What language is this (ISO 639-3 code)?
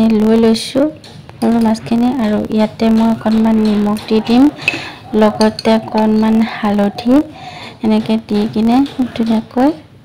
asm